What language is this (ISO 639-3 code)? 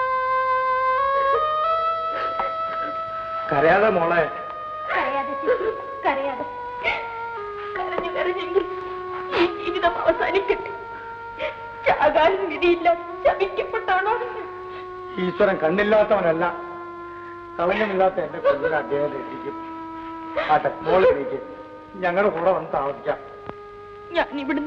mal